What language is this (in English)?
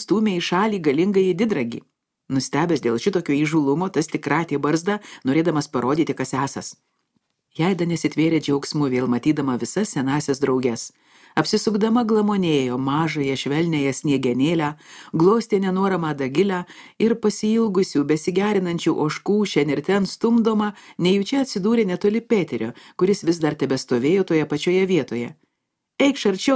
Lithuanian